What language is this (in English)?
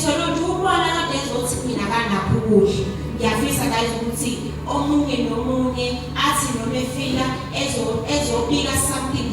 Zulu